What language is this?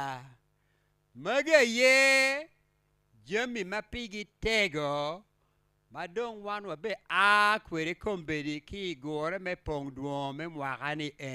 Acoli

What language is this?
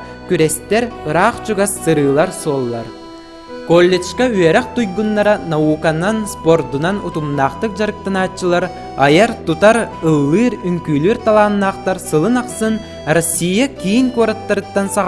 Yakut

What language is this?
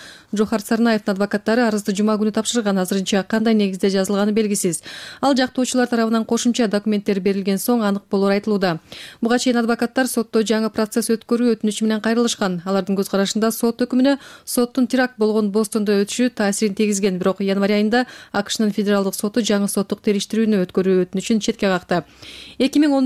Kyrgyz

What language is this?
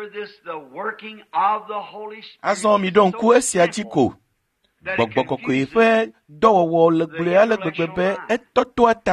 Ewe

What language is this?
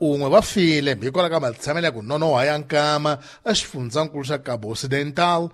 Tsonga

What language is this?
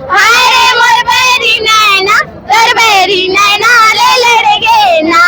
Chhattisgarhi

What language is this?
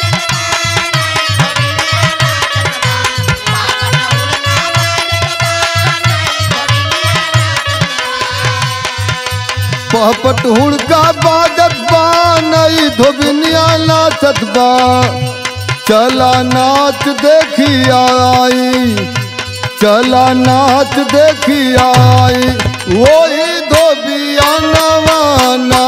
Bhojpuri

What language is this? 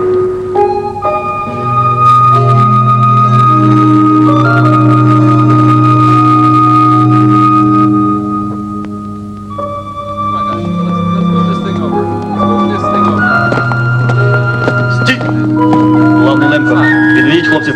Ukrainian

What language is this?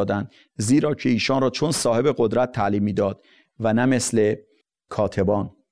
Persian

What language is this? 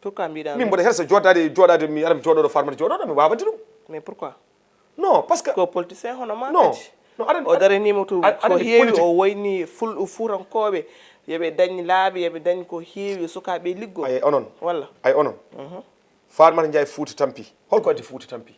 Fula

